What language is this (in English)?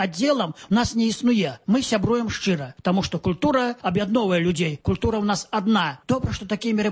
Belarusian